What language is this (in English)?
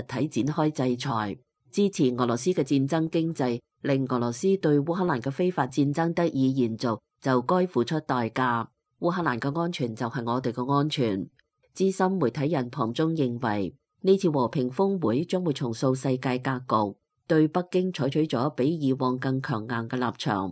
Cantonese